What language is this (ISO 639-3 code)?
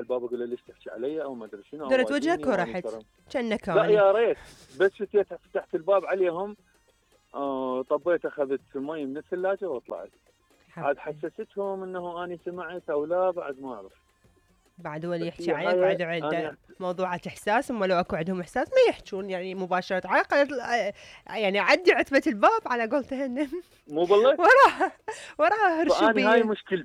acm